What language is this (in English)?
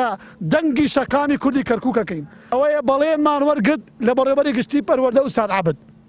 Central Kurdish